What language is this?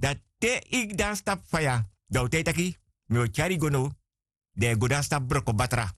Sranan Tongo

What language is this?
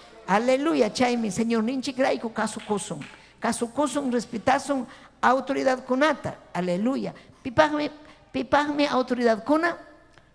Ayacucho Quechua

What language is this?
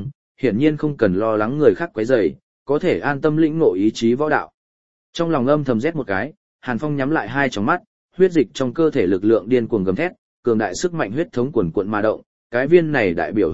Vietnamese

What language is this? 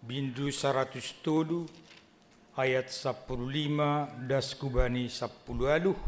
Batak Simalungun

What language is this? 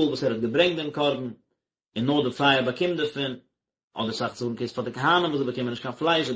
Yiddish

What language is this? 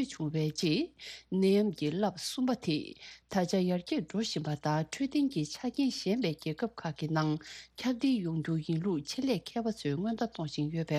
Tibetan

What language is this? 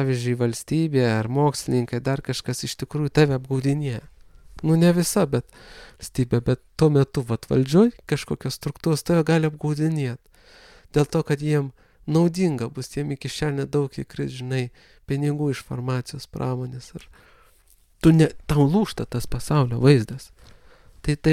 Lithuanian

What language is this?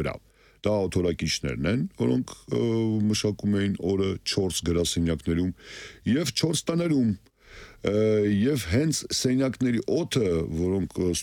Armenian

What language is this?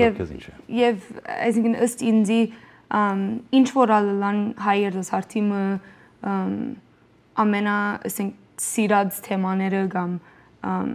Western Armenian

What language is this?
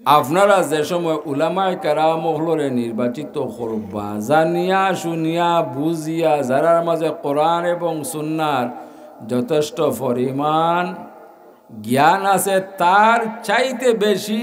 Sylheti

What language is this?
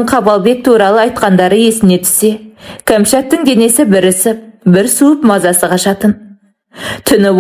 Kazakh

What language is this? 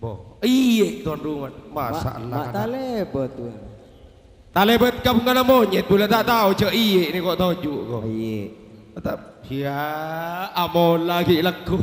Madurese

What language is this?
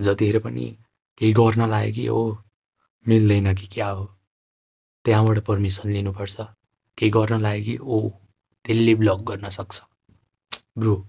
Nepali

